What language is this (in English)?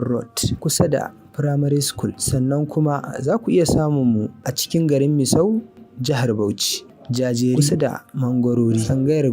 Hausa